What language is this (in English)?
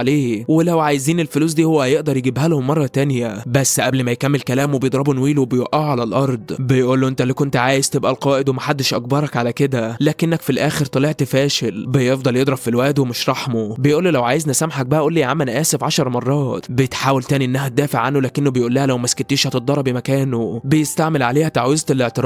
Egyptian Arabic